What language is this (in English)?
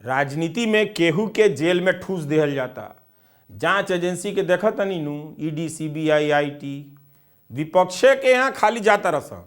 Bhojpuri